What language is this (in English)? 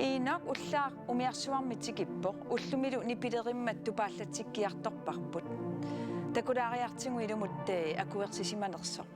Kalaallisut